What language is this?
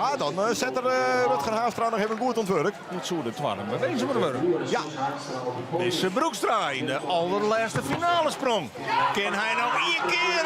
Western Frisian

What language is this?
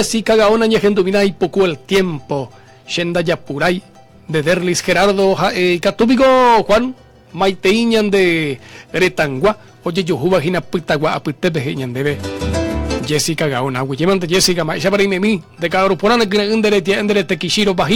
Guarani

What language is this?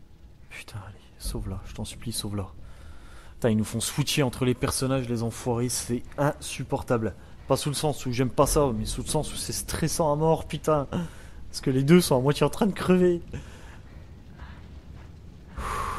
French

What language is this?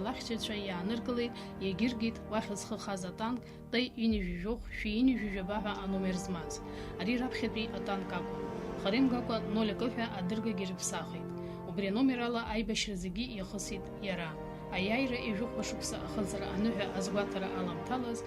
Abkhazian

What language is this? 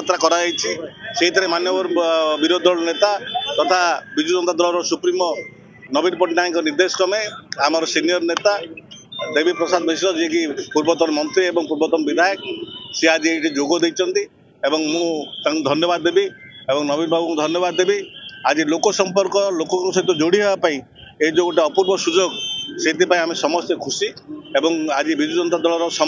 Odia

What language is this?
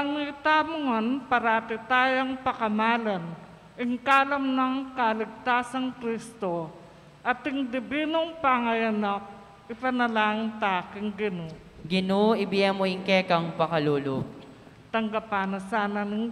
Pampanga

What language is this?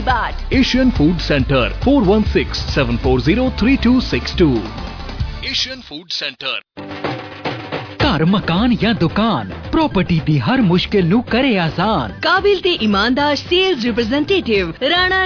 Punjabi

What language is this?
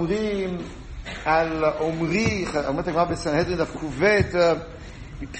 Hebrew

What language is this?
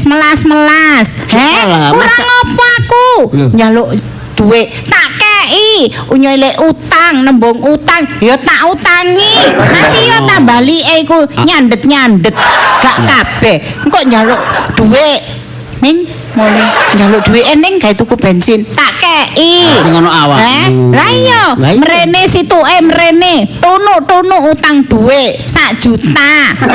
Javanese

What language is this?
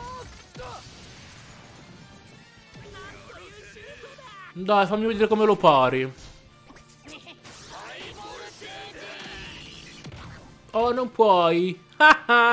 Italian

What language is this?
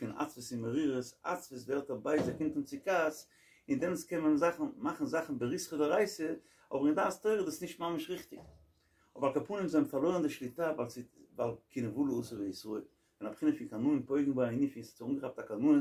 Yiddish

